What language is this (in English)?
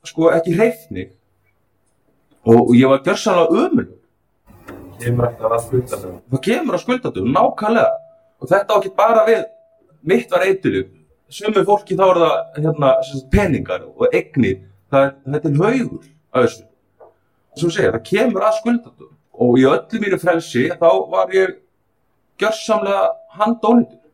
Icelandic